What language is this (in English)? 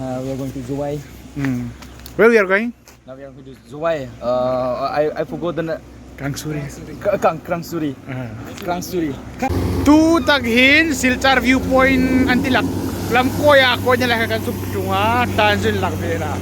Hmar